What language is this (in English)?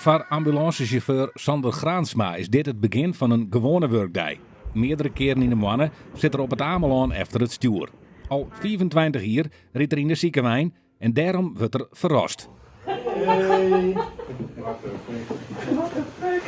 Western Frisian